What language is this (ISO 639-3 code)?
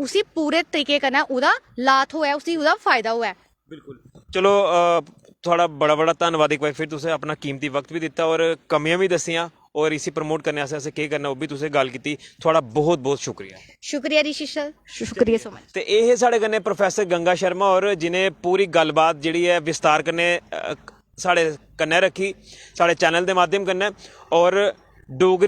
doi